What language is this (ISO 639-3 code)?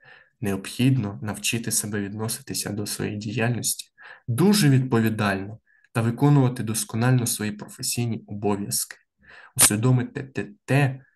ukr